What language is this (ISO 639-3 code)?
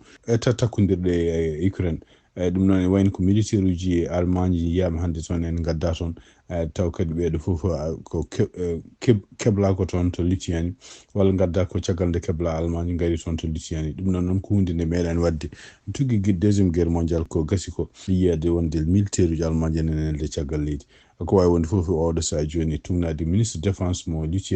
ful